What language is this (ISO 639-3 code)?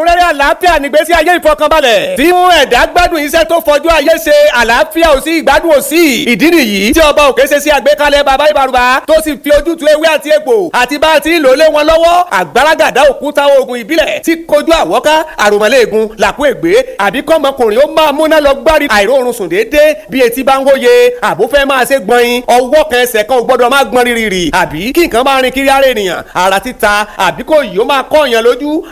yor